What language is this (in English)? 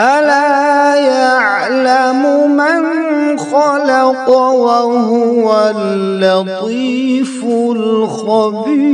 Kashmiri